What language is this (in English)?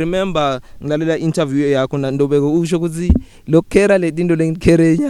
English